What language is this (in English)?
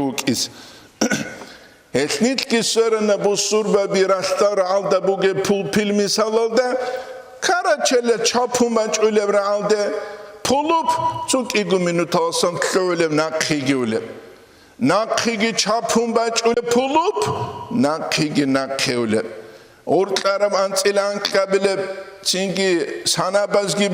Avaric